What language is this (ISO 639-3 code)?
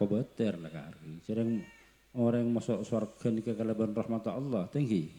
mad